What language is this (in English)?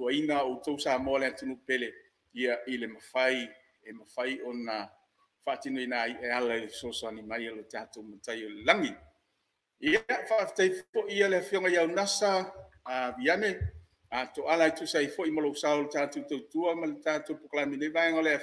Samoan